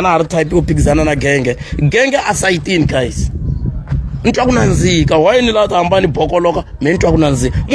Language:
Tsonga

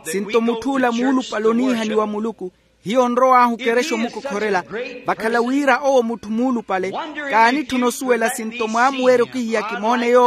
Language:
Makhuwa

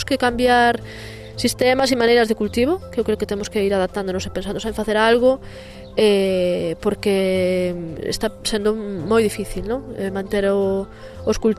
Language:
Galician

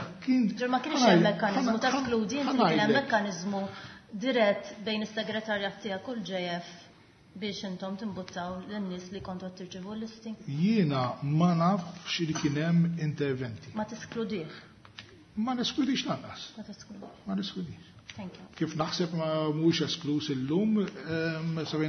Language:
Maltese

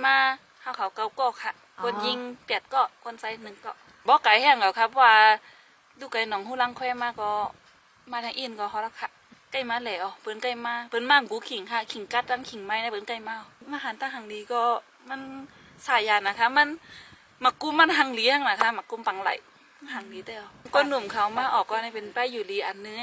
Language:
Shan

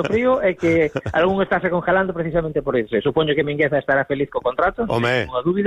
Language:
Galician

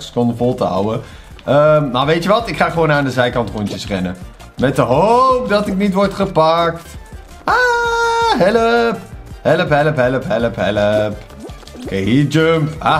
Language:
Dutch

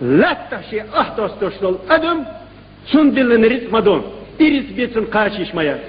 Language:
Chechen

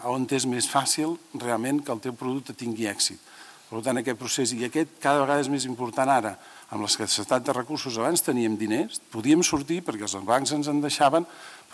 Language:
Catalan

